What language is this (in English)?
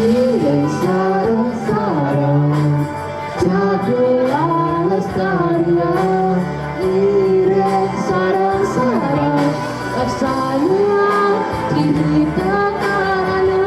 Balinese